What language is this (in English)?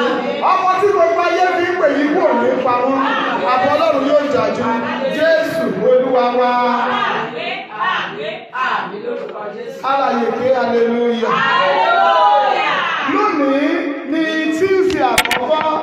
Yoruba